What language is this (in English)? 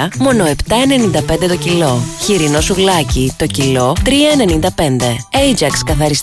Greek